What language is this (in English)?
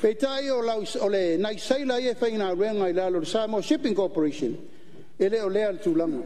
Samoan